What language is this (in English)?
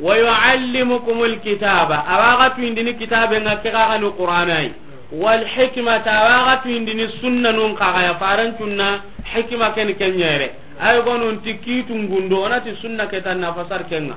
Soninke